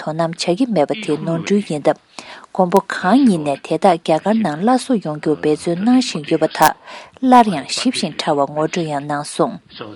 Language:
Tibetan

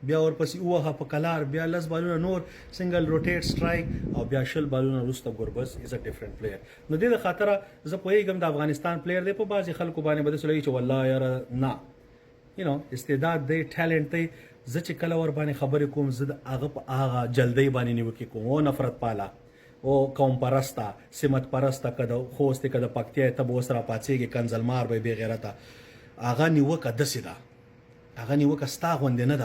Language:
Pashto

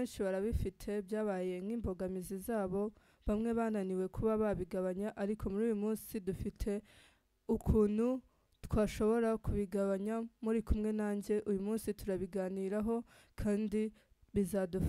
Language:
Kinyarwanda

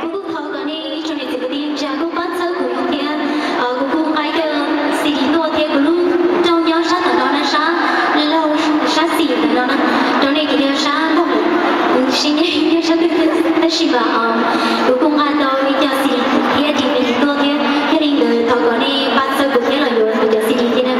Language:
Hmong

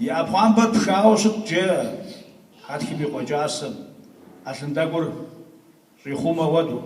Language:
Kabardian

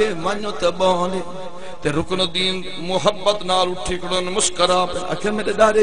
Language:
Saraiki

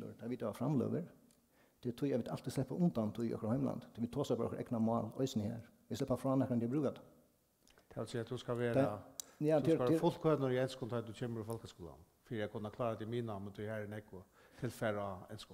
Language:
Faroese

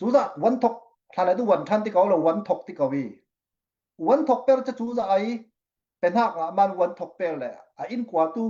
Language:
Falam Chin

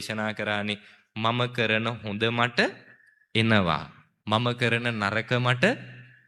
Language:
Sinhala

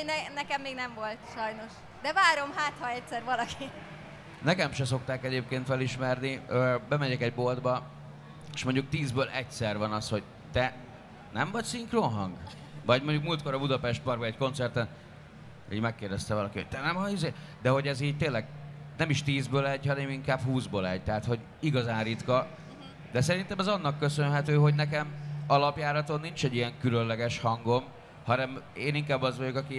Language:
Hungarian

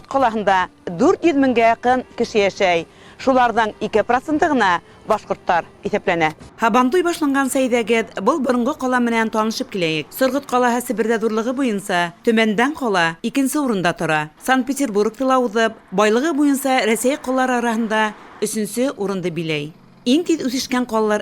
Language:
Bashkir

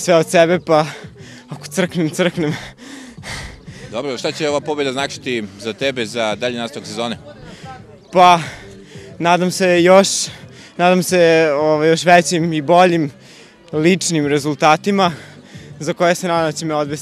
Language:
Serbian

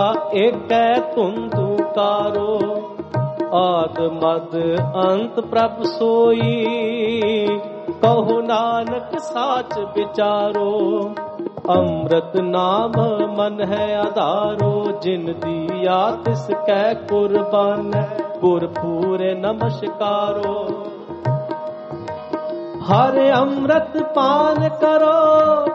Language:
Punjabi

